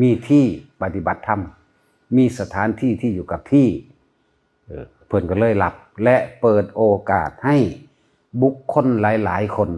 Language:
Northeastern Thai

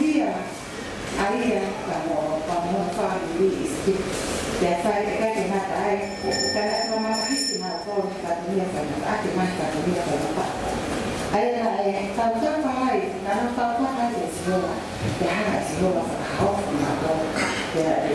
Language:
Tongan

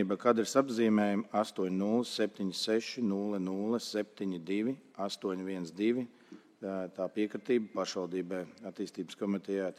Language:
Latvian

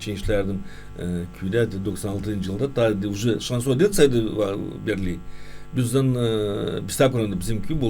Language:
Gagauz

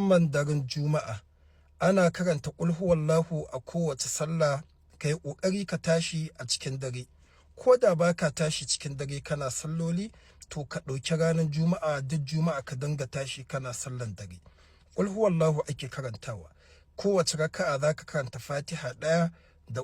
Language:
Hausa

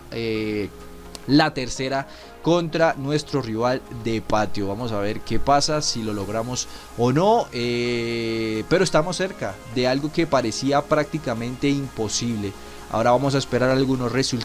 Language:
Spanish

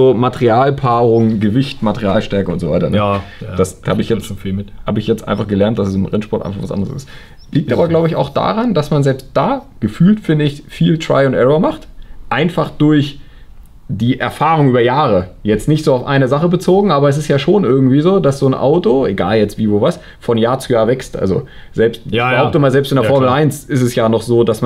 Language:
German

